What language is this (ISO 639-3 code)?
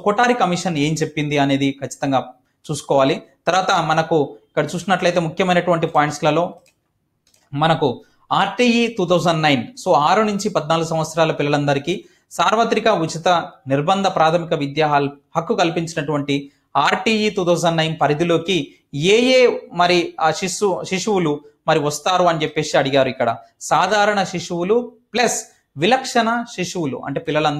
tel